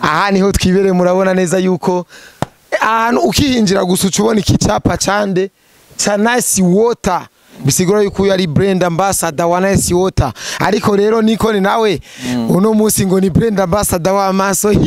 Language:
Rundi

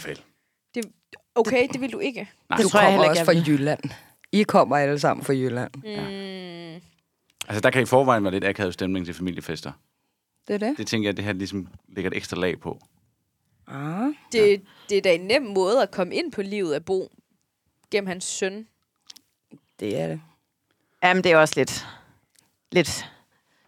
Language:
Danish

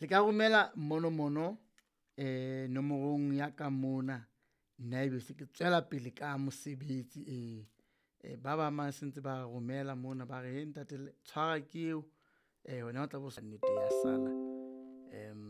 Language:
Southern Sotho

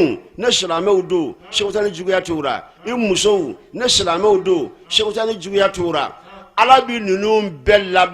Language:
Bambara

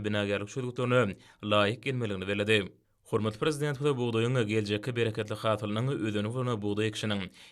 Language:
Turkmen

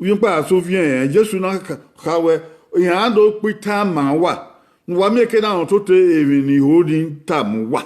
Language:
Bini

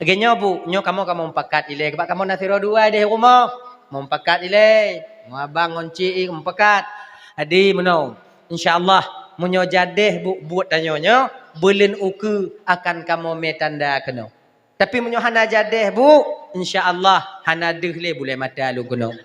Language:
Achinese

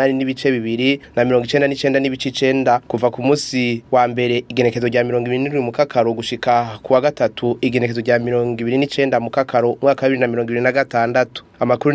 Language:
Rundi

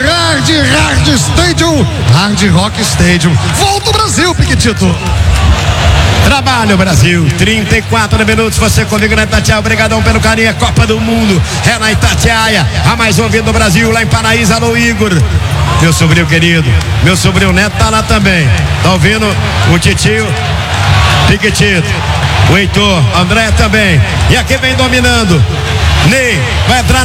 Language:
Portuguese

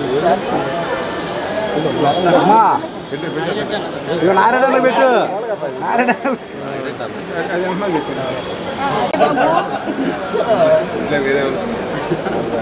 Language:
Telugu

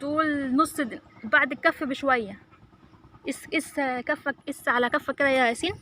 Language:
Egyptian Arabic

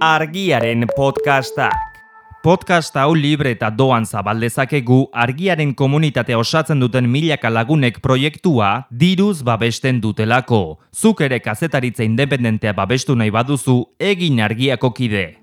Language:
Basque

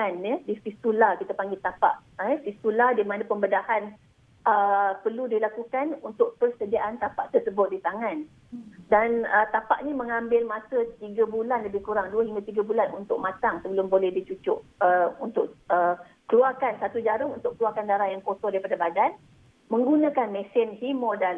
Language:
Malay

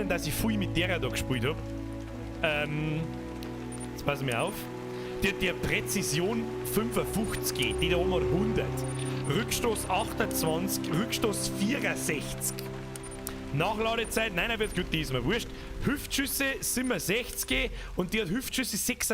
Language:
Bavarian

